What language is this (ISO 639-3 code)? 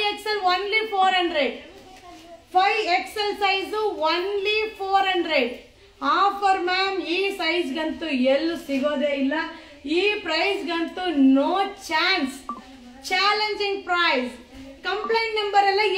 kan